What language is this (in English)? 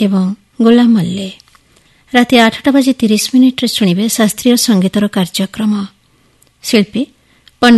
Odia